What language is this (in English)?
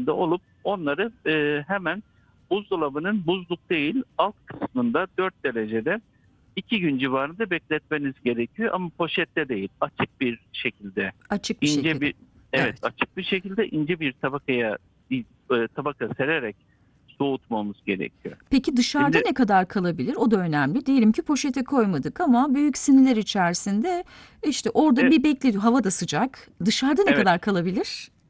Turkish